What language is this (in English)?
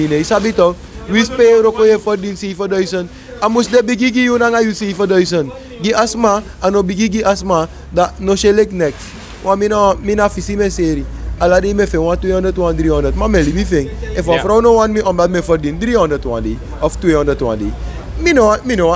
Sranan Tongo